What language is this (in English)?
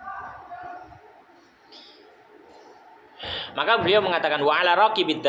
Indonesian